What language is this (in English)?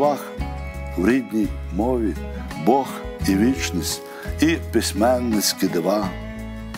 Ukrainian